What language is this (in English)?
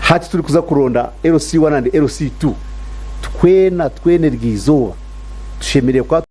Nyankole